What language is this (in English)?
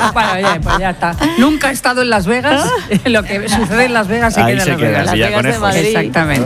Spanish